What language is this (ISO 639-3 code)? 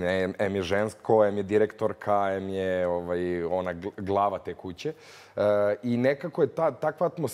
srp